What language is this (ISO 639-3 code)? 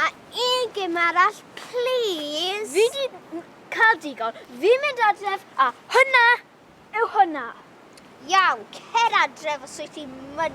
cym